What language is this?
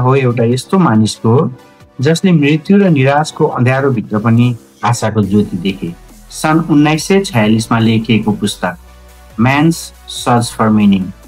Nepali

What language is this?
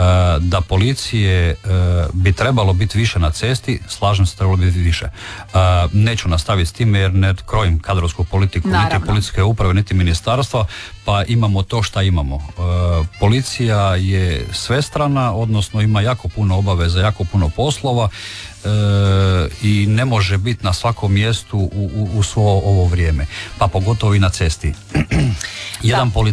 Croatian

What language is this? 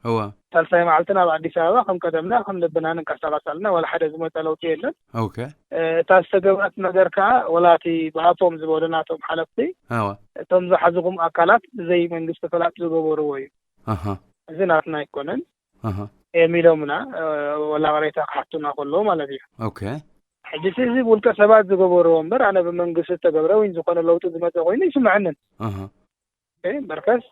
Tigrinya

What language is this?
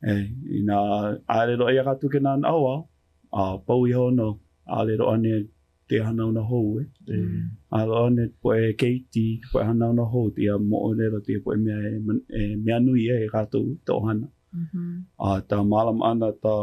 Hawaiian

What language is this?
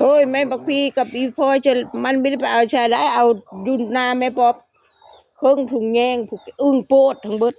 Northeastern Thai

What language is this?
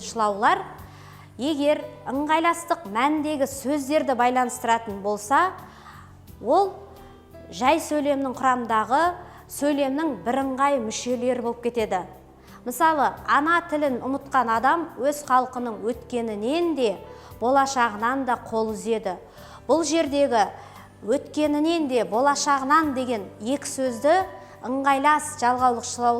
Kazakh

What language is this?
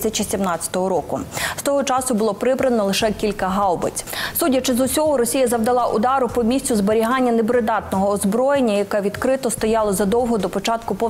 Ukrainian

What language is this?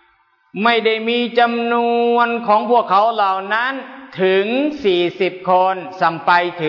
Thai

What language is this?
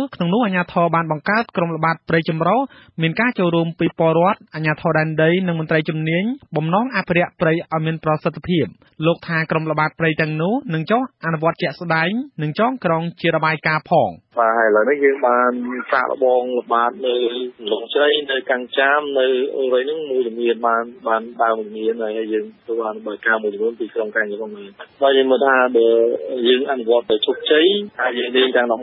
Khmer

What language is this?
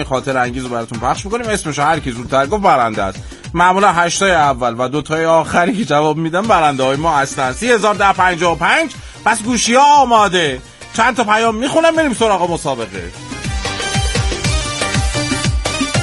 Persian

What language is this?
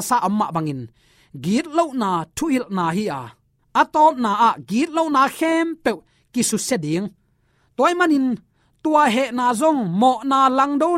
Tedim Chin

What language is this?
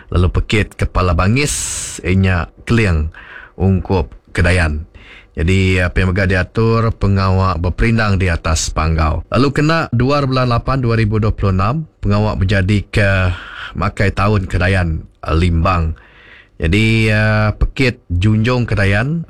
Iban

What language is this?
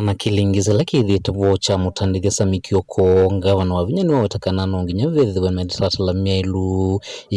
Kamba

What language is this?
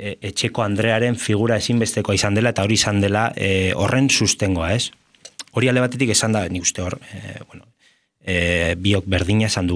Basque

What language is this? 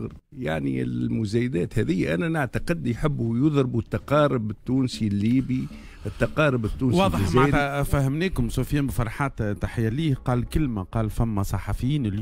Tunisian Arabic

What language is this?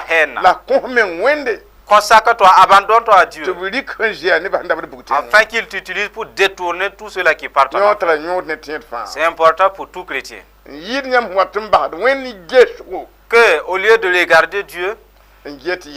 Mossi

